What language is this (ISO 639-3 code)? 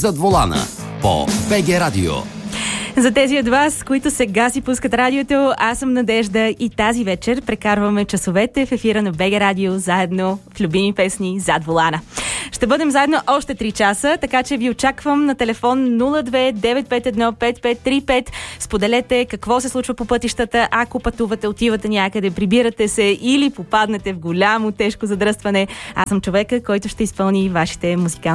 bul